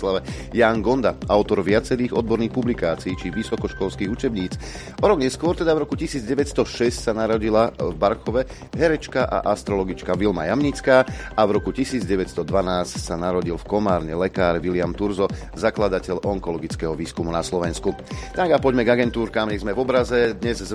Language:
Slovak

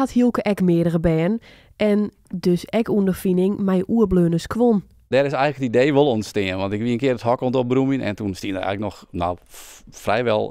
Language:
Western Frisian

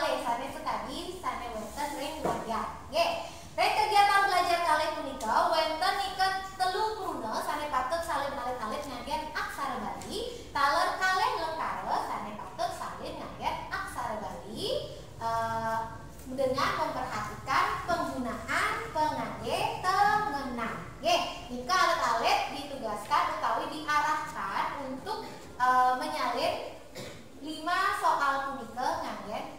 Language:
Balinese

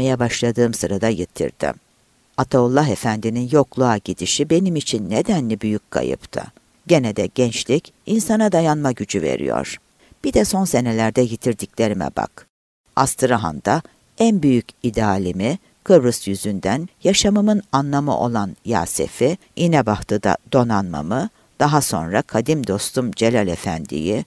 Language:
Turkish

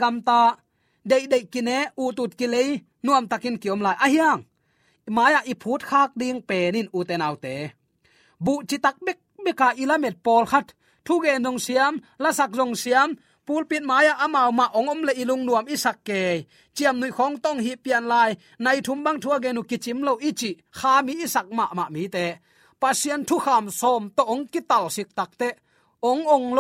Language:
Tedim Chin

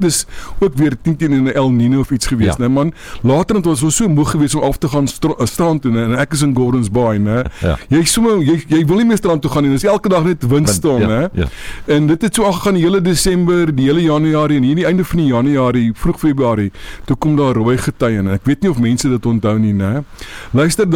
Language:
Afrikaans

